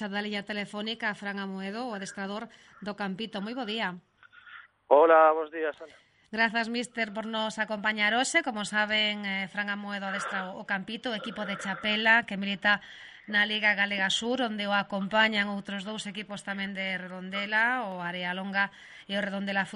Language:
Galician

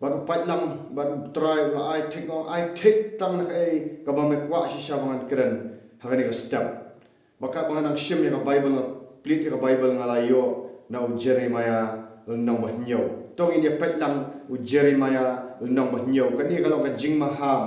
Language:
Khasi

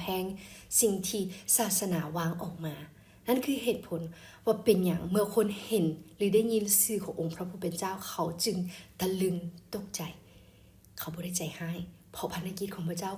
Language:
Lao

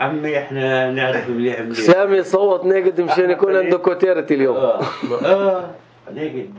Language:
North Levantine Arabic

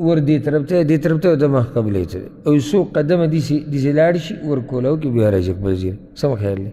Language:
Pashto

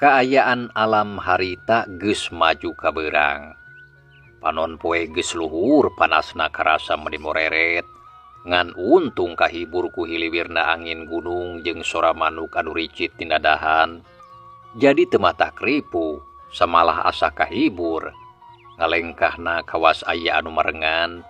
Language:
Sundanese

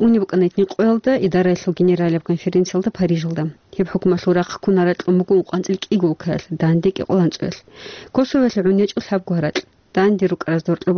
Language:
Avaric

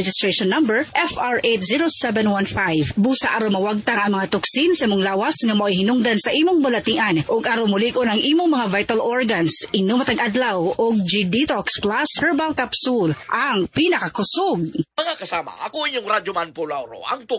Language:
Cebuano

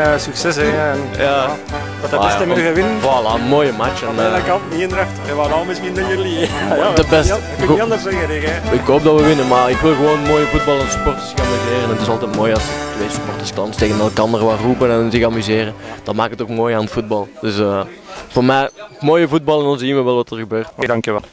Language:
Dutch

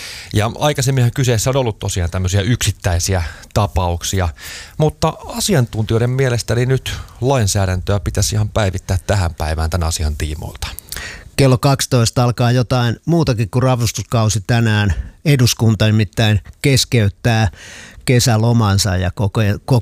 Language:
Finnish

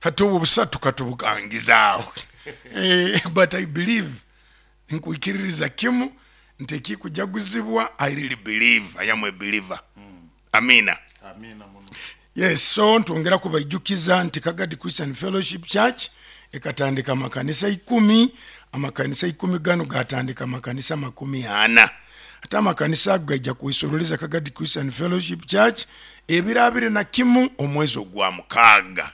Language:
Nyoro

